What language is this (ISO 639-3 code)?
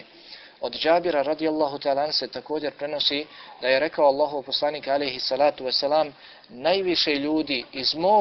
bos